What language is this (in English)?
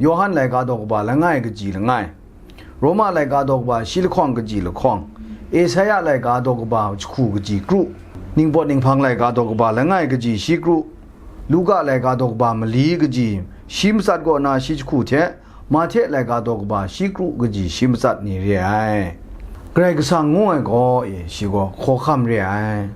Kachin